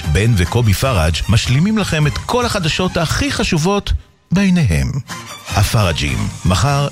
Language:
Hebrew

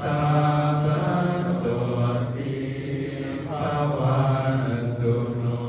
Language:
Pali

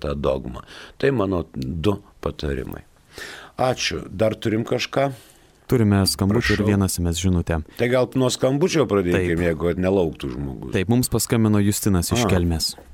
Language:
Lithuanian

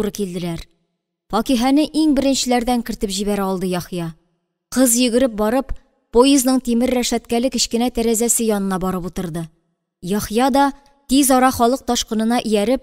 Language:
Tatar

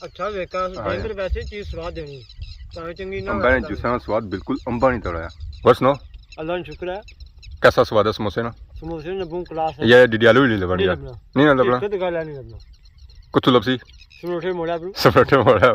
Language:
Pahari-Potwari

